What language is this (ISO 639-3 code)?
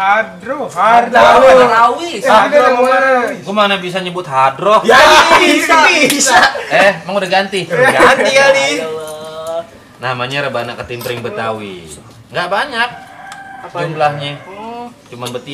bew